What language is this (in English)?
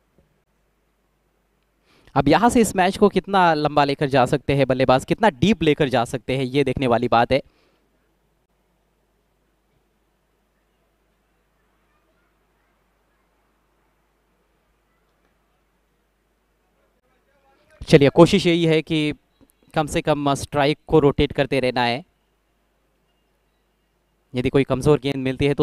Hindi